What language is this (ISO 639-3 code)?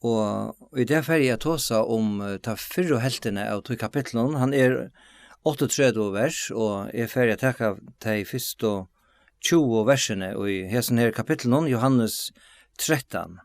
fao